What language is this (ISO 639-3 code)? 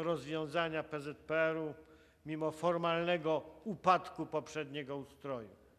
pol